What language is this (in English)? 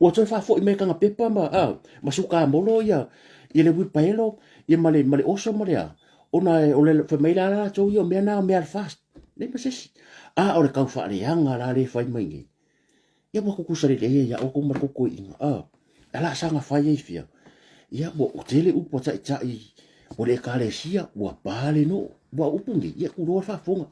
Samoan